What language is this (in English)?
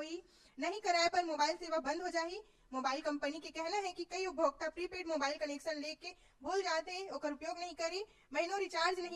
Chhattisgarhi